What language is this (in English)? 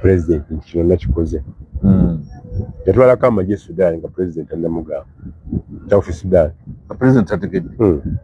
Ganda